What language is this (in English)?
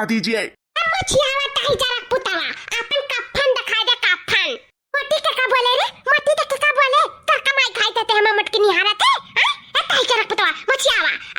Awadhi